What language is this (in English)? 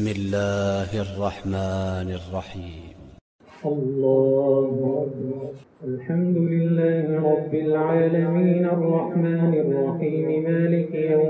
Arabic